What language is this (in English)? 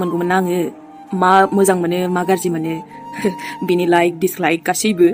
Bodo